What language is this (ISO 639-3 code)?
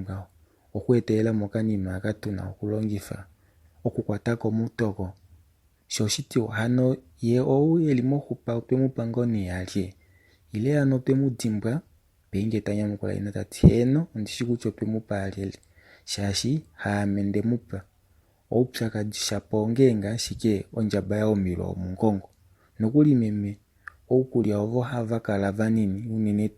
kua